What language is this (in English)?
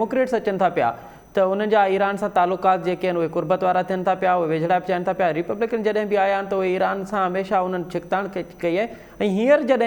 Sindhi